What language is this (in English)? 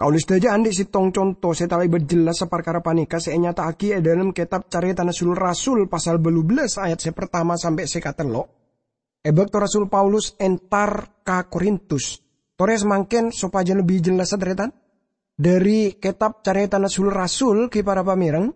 Madurese